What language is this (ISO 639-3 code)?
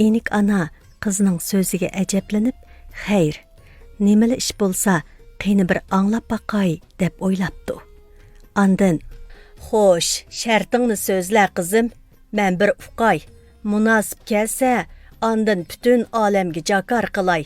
uig